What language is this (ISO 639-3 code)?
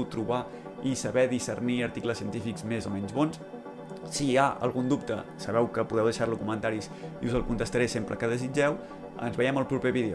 cat